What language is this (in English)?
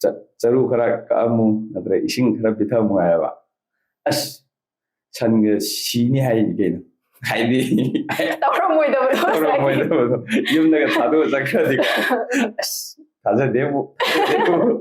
Manipuri